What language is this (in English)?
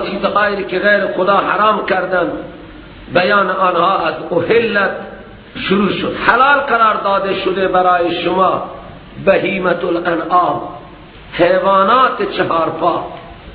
Persian